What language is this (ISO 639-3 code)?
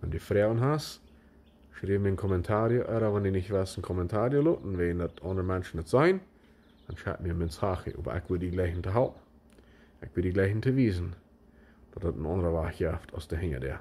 pdt